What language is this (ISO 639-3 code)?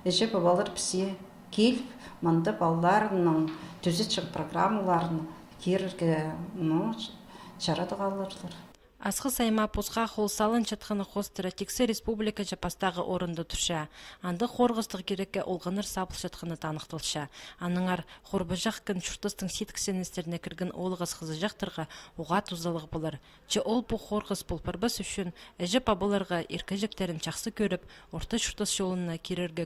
kjh